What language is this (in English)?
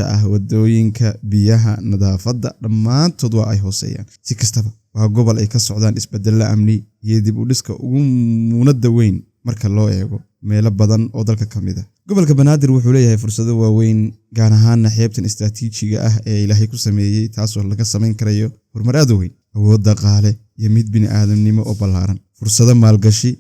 Somali